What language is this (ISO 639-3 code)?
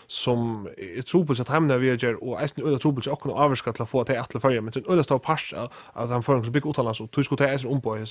fao